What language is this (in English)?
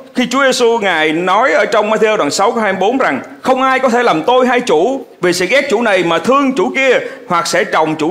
Vietnamese